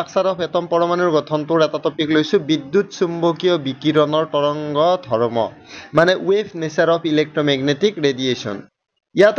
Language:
Assamese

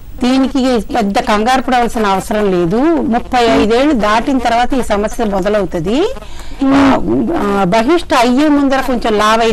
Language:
Telugu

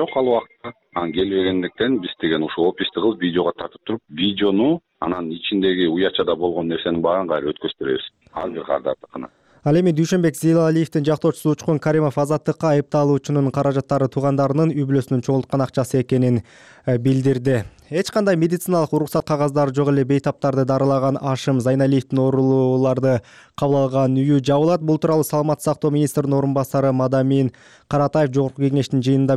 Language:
Kyrgyz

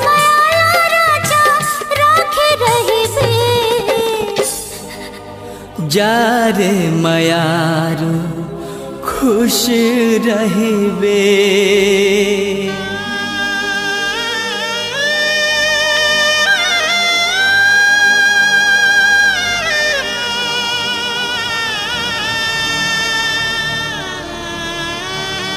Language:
Chhattisgarhi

